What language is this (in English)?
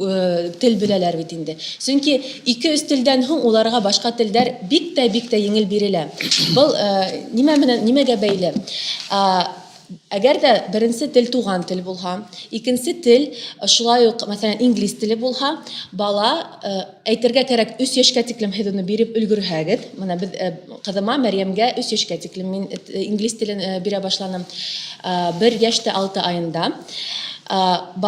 Bashkir